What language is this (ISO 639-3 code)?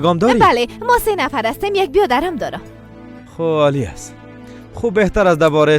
fas